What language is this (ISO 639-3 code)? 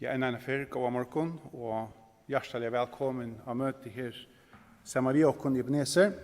fao